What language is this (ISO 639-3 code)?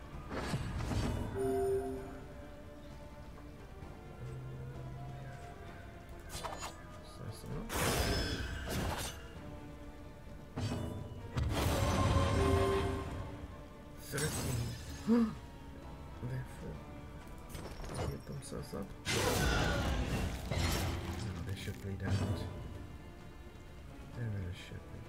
eng